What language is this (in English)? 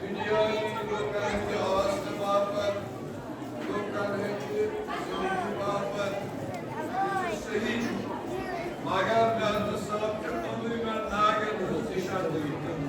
Kashmiri